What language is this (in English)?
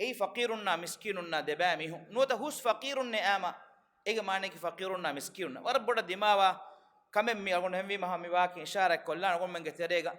Divehi